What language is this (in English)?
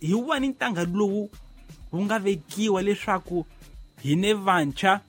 Tsonga